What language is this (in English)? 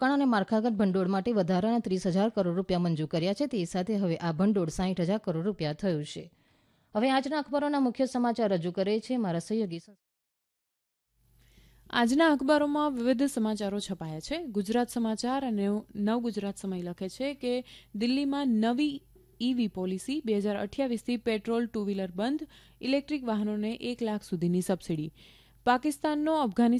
Gujarati